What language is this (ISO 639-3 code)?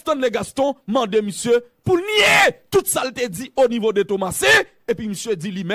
hat